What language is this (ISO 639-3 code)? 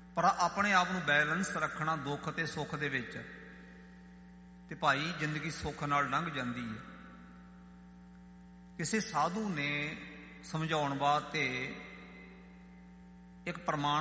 pan